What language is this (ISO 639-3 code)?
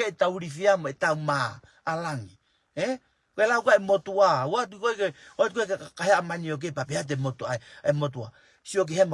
ton